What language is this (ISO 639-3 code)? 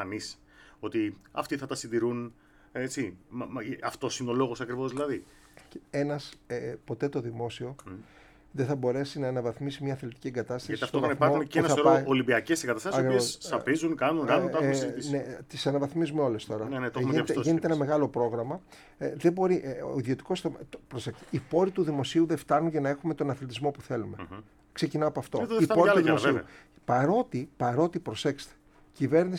ell